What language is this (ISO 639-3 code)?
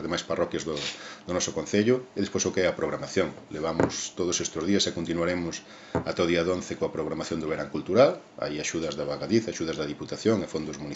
glg